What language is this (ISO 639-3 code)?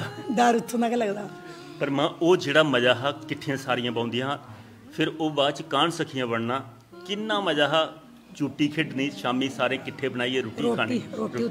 doi